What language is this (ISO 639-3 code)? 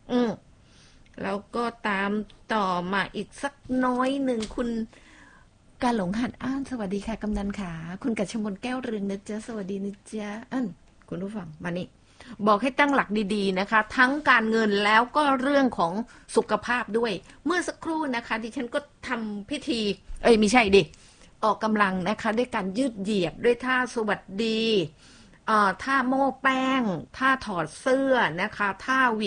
tha